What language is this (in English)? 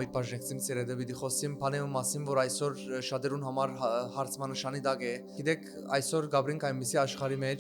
Western Armenian